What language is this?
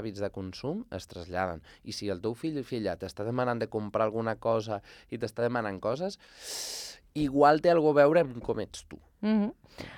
Catalan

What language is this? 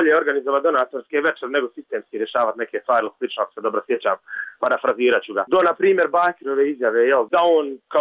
Bosnian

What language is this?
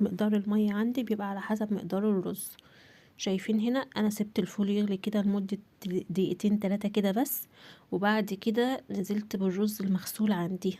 Egyptian Arabic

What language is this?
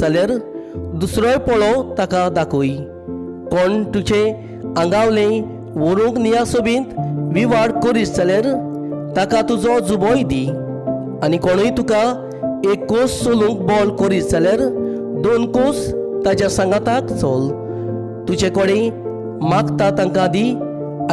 Konkani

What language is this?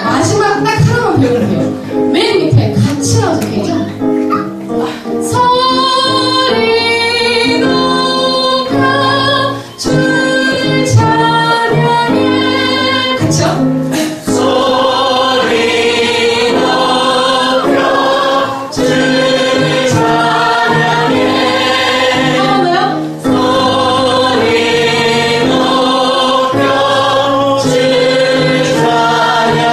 Korean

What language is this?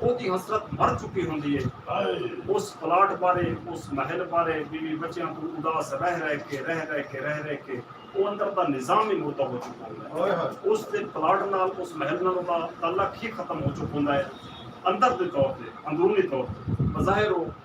Saraiki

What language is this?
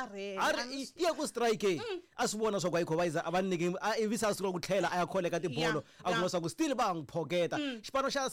Tsonga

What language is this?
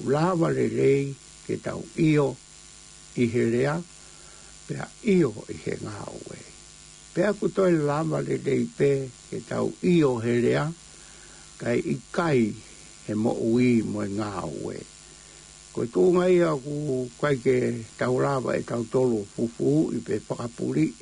Tongan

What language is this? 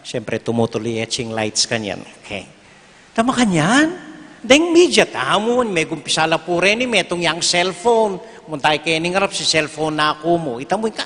Pampanga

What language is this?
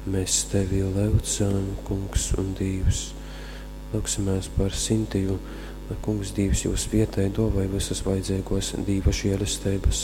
Latgalian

